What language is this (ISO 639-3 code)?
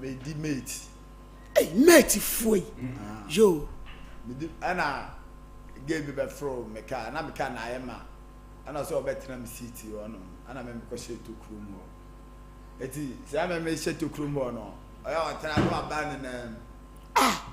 aka